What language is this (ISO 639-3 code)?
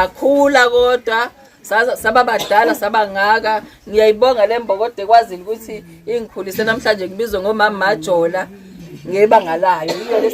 zul